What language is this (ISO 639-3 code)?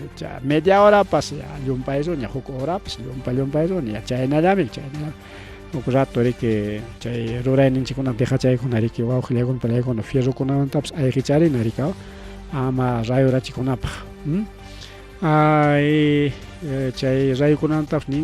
quy